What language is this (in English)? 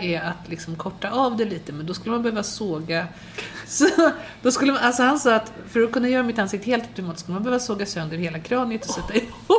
Swedish